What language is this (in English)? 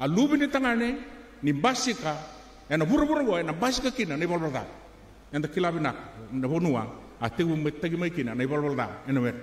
Fijian